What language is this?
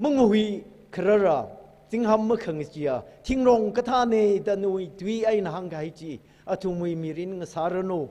Tangkhul Naga (India)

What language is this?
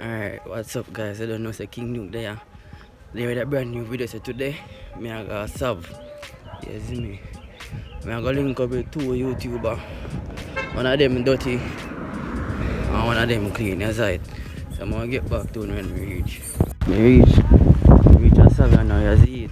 Jamaican Creole English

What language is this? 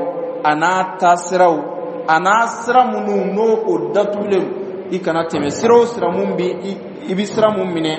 Dyula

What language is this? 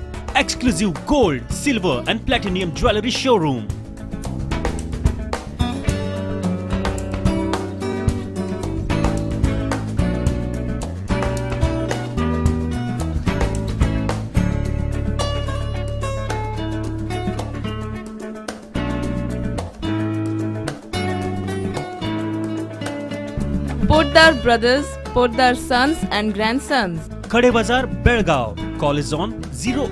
Marathi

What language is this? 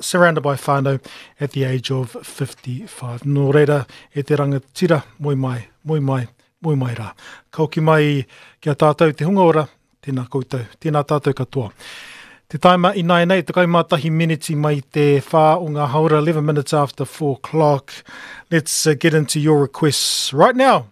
Māori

